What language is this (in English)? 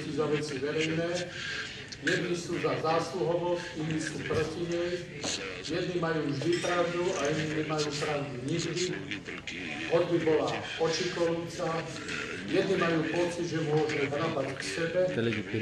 Slovak